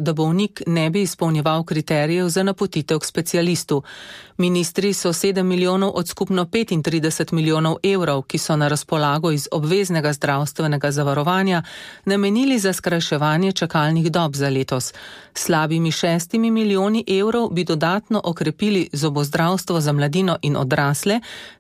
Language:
Slovenian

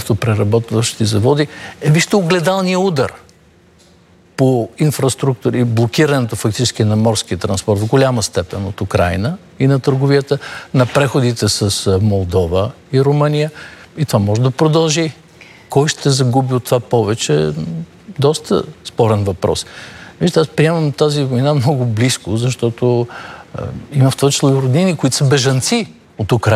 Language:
Bulgarian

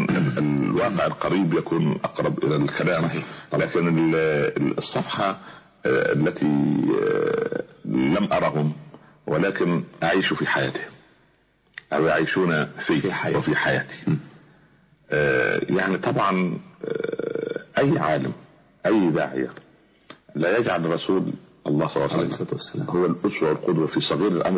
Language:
Arabic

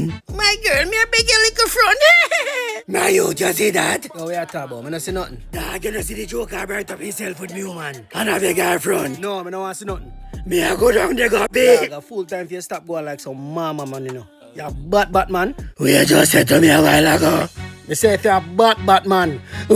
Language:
Jamaican Creole English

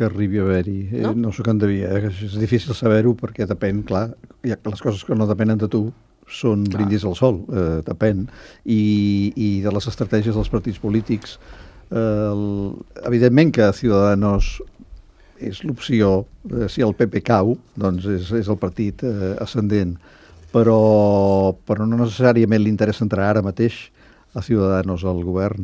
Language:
Catalan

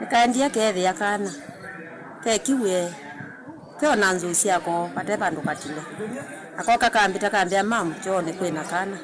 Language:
Kamba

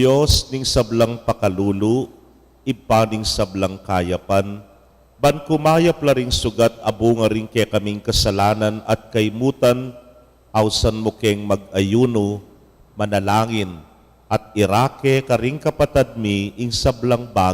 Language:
Pampanga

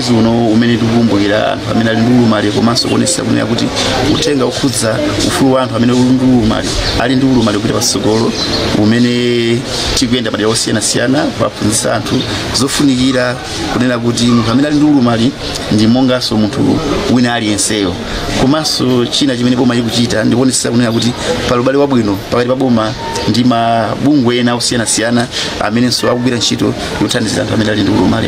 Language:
Nyanja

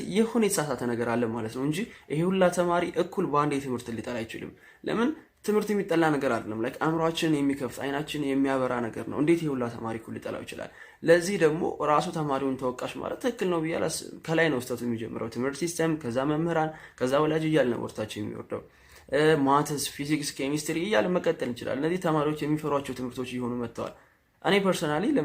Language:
Amharic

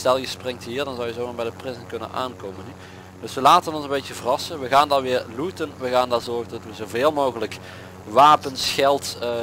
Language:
Dutch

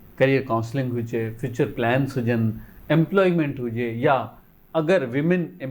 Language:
Sindhi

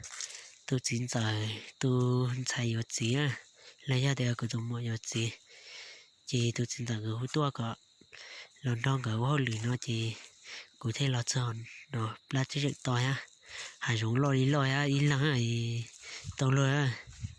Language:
Hmong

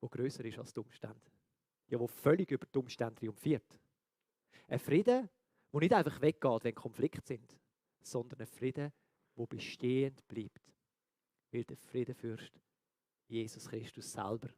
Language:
Swiss German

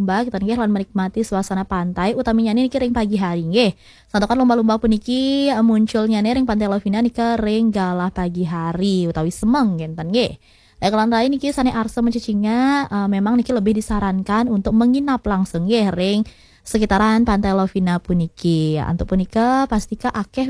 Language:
Balinese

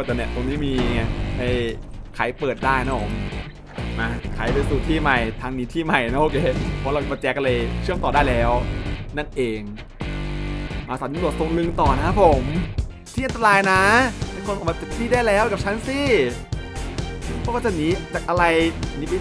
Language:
Thai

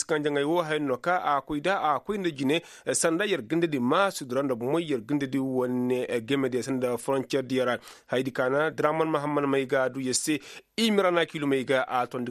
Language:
Koyraboro Senni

